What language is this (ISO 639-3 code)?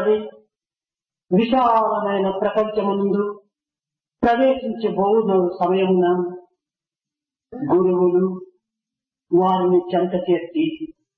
tel